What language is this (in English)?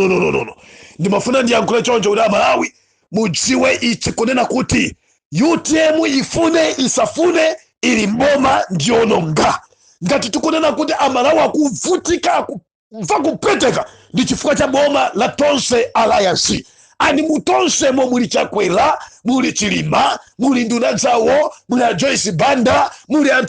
Nyanja